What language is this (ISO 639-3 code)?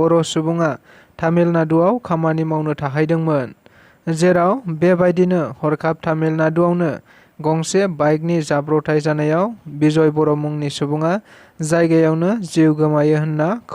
brx